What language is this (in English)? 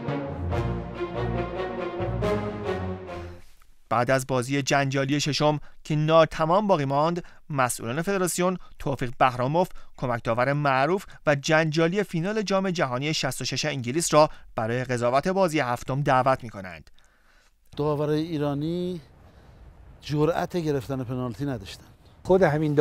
Persian